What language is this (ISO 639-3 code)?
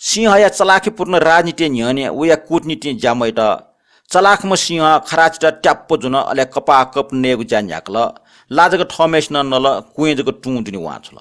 new